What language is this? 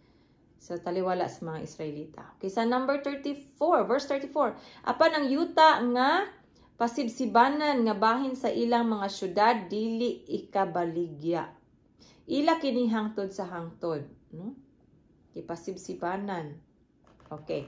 Cebuano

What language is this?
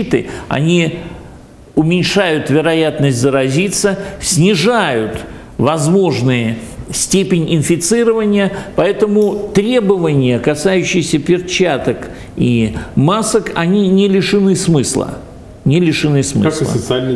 Russian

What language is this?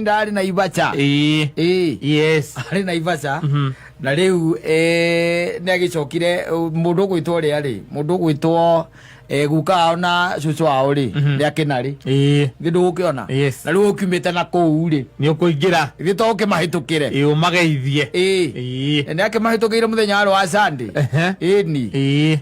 Kikuyu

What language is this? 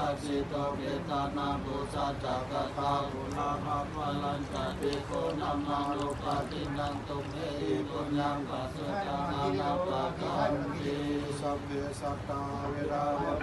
Pali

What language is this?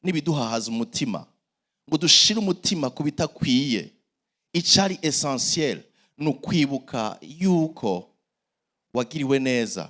Rundi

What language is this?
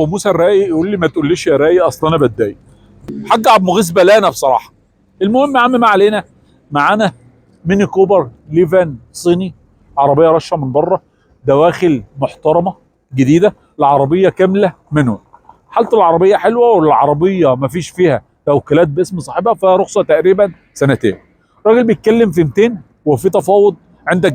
Egyptian Arabic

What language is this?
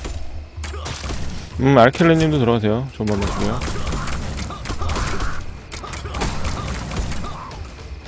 Korean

